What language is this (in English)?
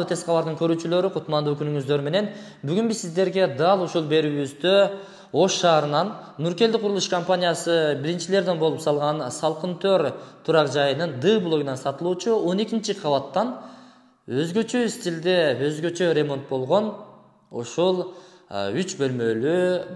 Kyrgyz